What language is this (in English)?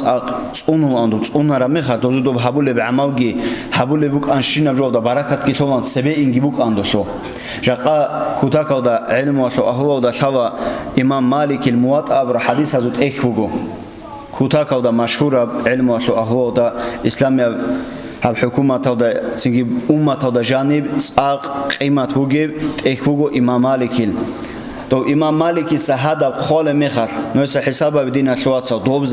Avaric